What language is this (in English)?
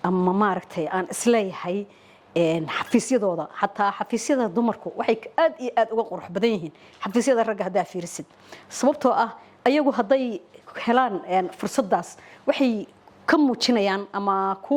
Somali